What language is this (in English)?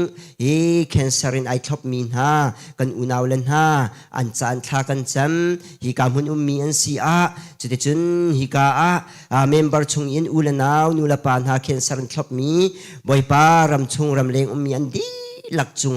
Hakha Chin